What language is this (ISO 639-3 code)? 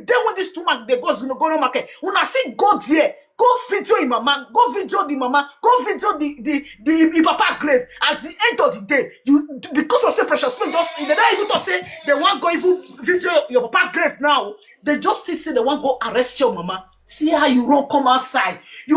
pcm